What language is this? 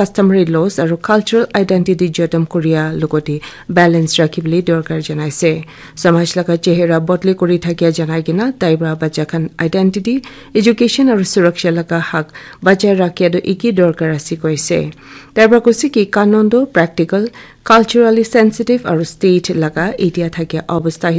Naga Pidgin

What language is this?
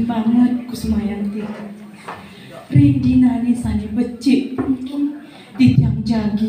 Balinese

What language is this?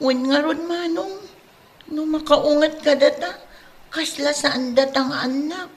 Iloko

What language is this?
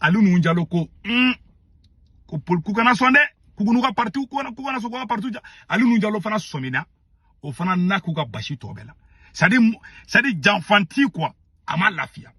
Bambara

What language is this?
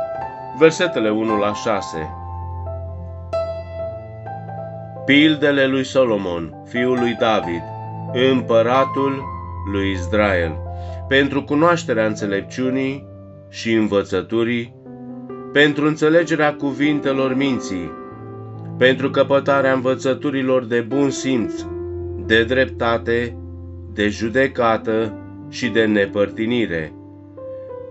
Romanian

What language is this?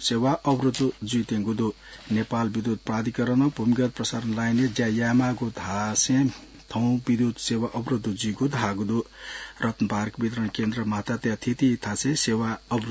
Newari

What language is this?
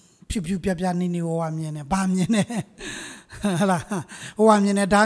Burmese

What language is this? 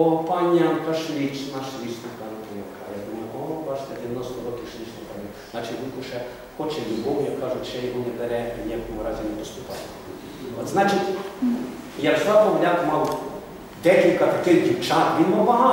Ukrainian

